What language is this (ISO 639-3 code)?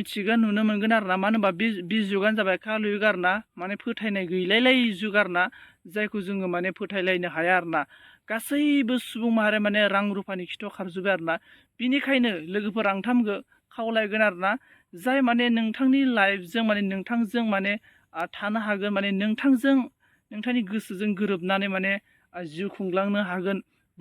brx